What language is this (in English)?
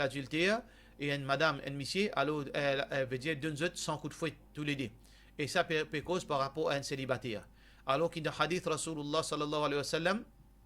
Morisyen